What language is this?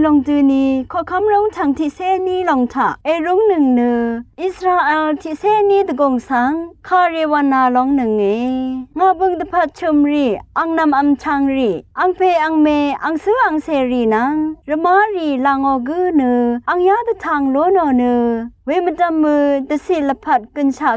Rawang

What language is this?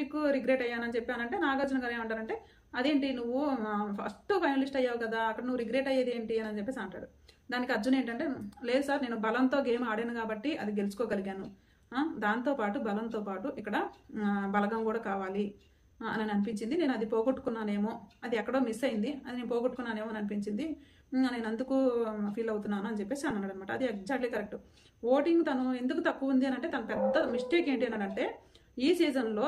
Telugu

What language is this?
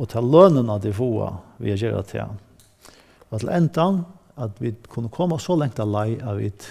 Faroese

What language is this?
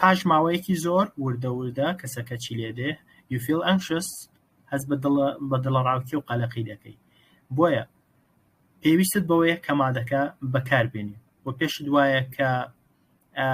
Central Kurdish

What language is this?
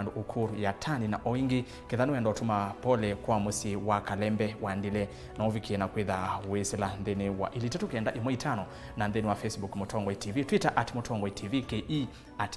Kamba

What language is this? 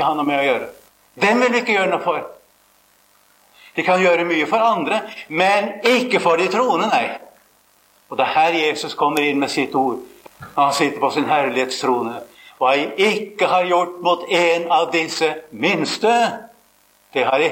Norwegian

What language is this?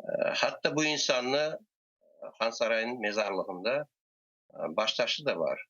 Crimean Tatar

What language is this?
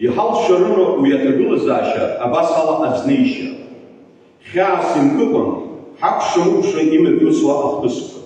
Abkhazian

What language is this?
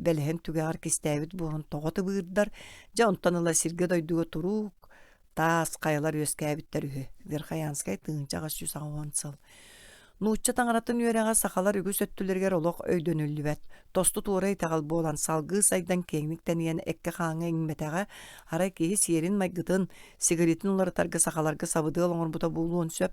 Yakut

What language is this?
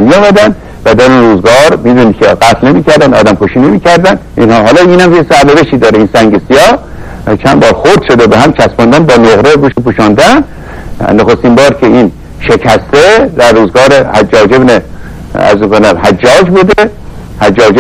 Persian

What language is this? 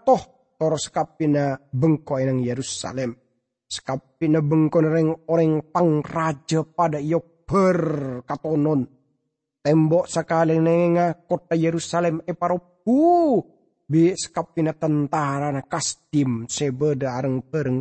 Madurese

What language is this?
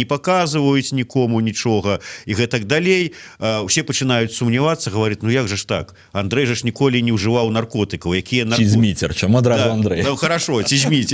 Belarusian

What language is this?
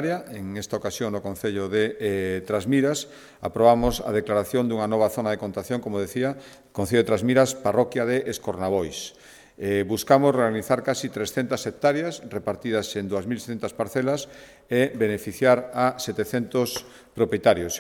Galician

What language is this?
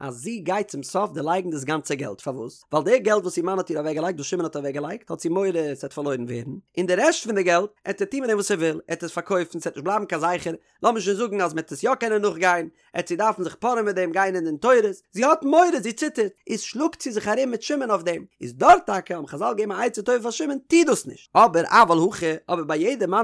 Yiddish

